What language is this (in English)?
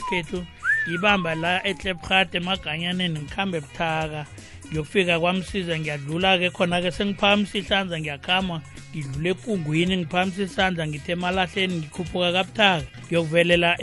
South Ndebele